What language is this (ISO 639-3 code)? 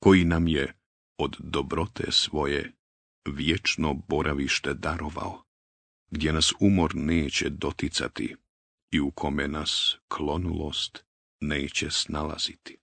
bos